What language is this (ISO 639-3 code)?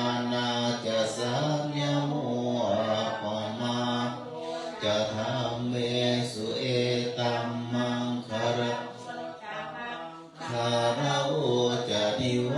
pli